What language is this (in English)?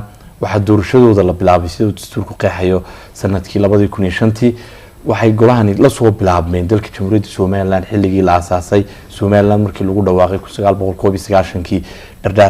Somali